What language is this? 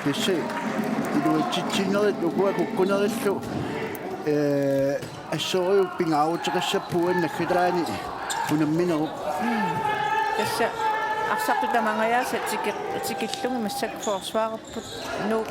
Kalaallisut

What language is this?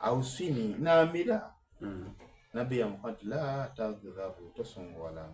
Soga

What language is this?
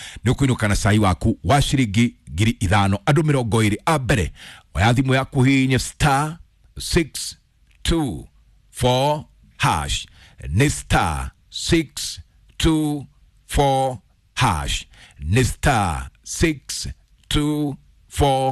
Kikuyu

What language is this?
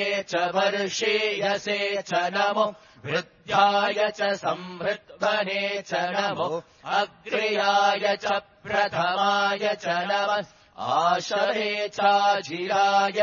Sanskrit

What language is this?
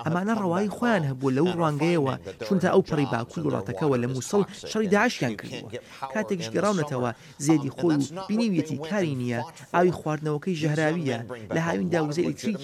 Central Kurdish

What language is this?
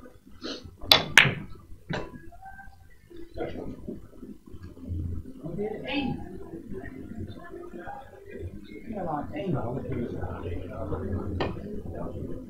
Dutch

